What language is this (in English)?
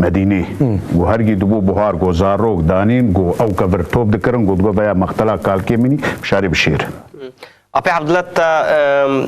Kurdish